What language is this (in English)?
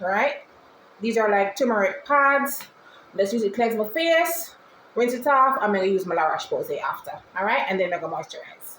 Jamaican Creole English